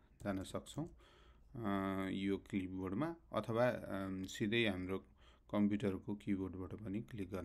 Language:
Nepali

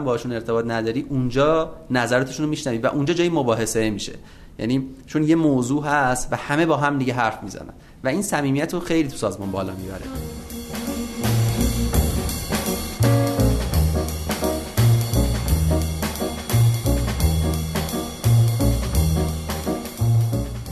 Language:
Persian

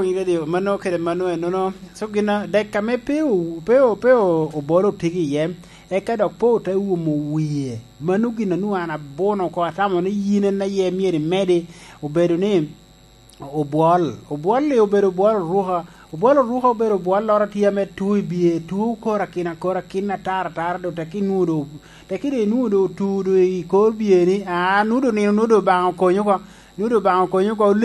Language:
Lango (Uganda)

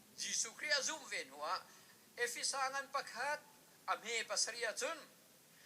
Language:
Hakha Chin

